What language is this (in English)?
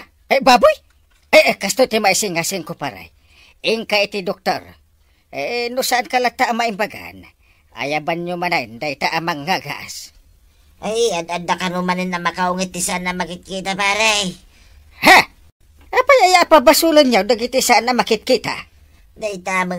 Iloko